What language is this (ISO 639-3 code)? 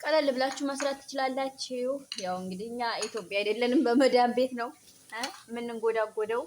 amh